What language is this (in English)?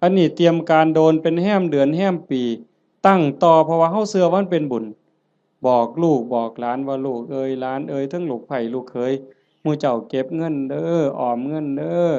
Northeastern Thai